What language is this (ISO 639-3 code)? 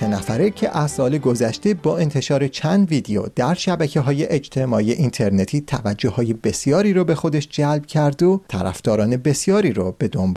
fas